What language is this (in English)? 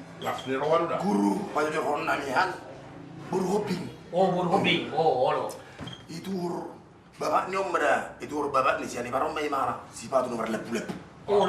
Batak Toba